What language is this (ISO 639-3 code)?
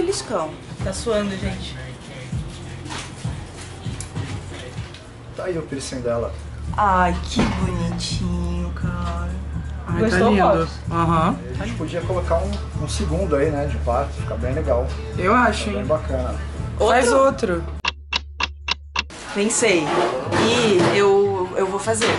por